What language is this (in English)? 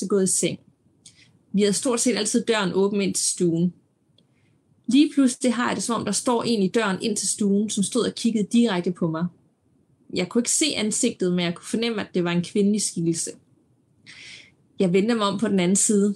Danish